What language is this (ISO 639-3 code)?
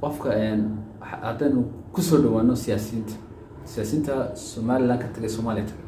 som